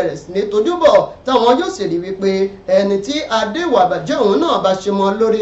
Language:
Yoruba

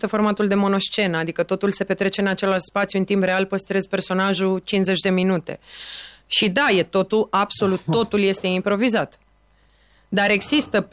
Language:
Romanian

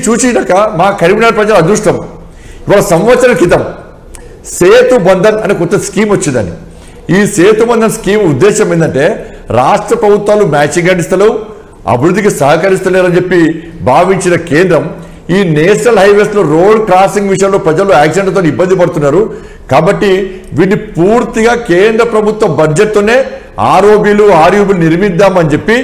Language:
Telugu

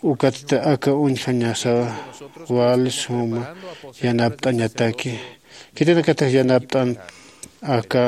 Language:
Aymara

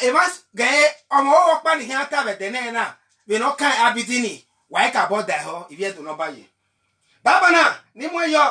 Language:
Bini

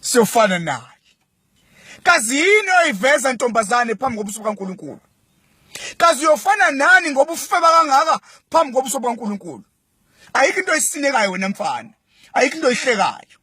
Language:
Zulu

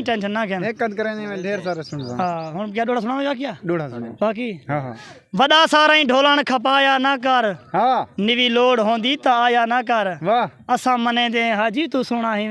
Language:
Saraiki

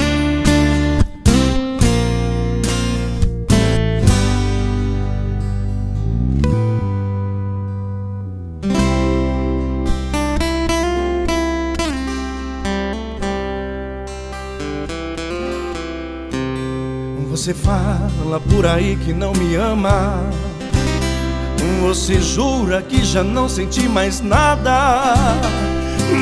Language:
Portuguese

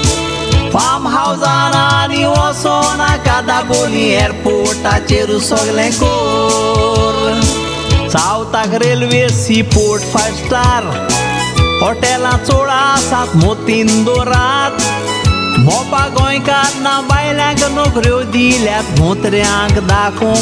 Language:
Konkani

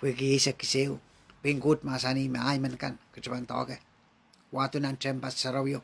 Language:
Pohnpeian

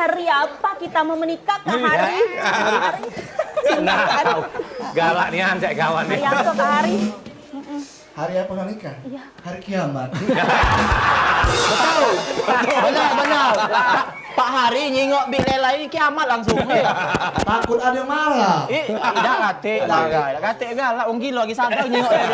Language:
Musi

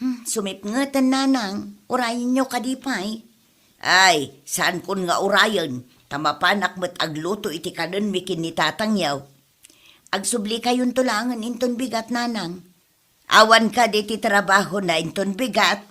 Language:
Iloko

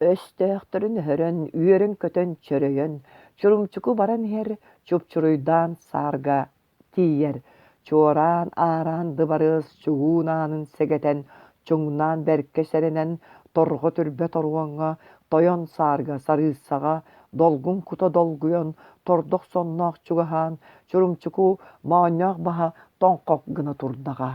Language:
Yakut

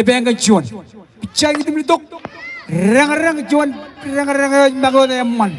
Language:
Marshallese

